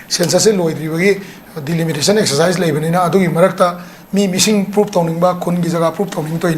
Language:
Manipuri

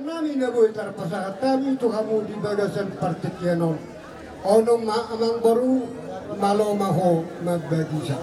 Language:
Batak Toba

